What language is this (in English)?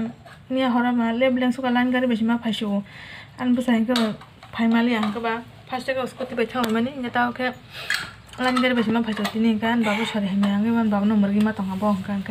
Kok Borok